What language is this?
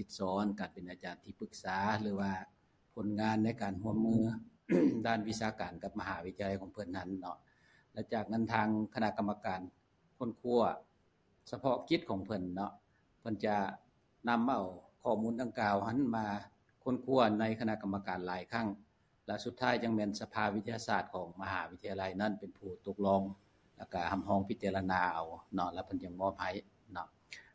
Lao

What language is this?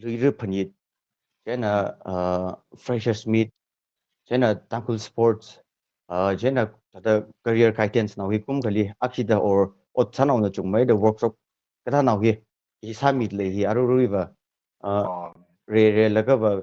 Tangkhul Naga (India)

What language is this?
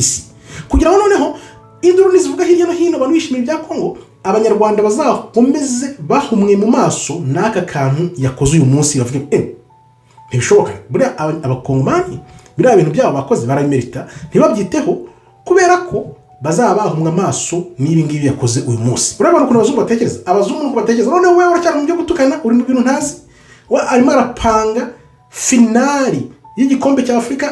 Kinyarwanda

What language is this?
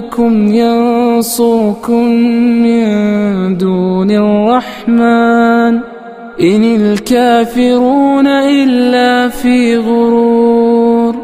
Arabic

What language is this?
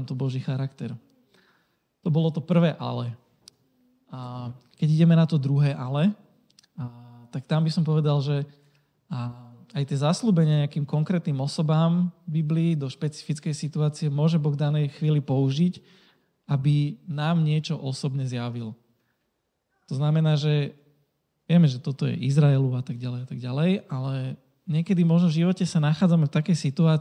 Slovak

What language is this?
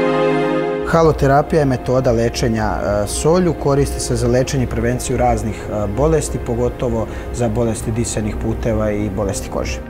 Serbian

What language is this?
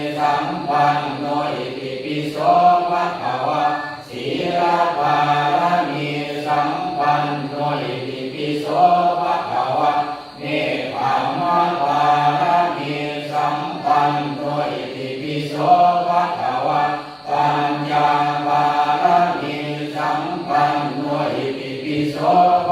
Pali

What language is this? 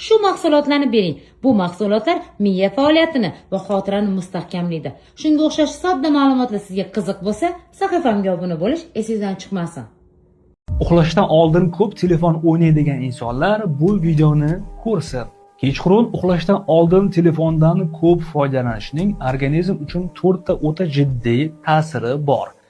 Uzbek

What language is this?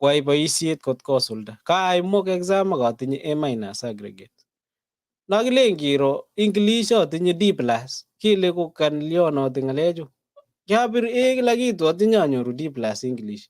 Kalenjin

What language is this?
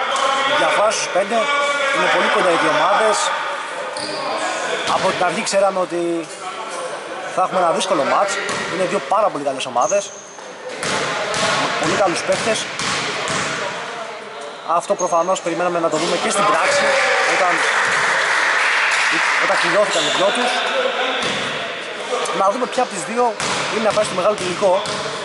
Greek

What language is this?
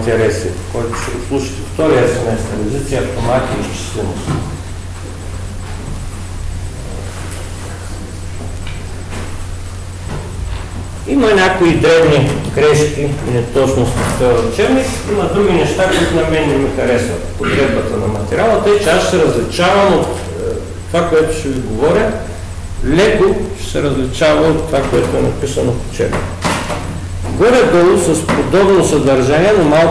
Bulgarian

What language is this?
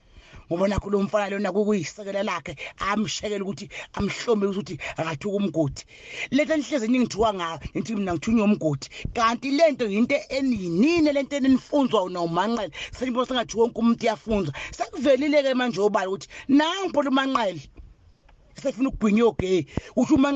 Zulu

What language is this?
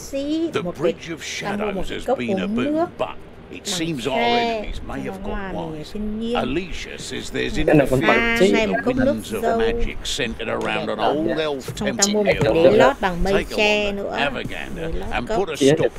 Vietnamese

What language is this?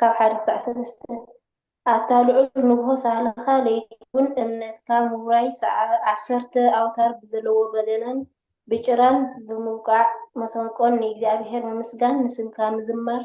Tigrinya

